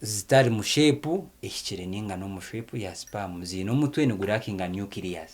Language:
Nyankole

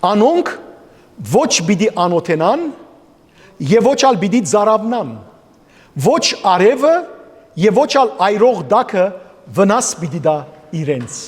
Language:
Western Armenian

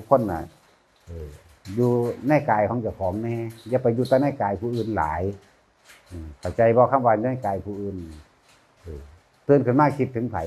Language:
Northeastern Thai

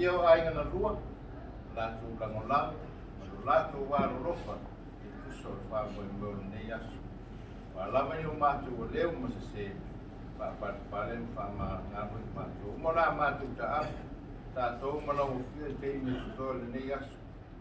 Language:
Samoan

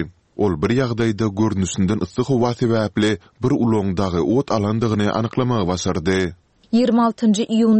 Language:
Turkmen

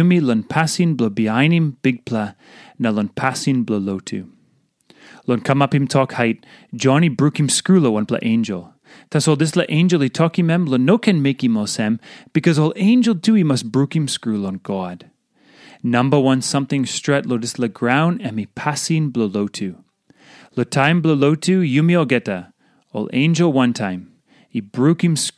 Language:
Tok Pisin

